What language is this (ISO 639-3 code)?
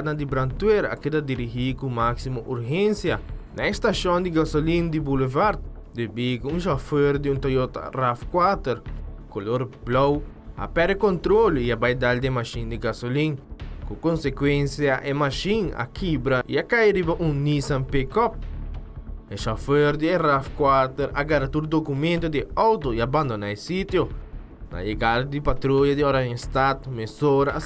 pap